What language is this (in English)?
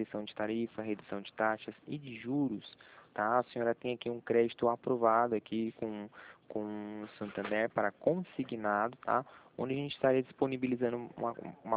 Portuguese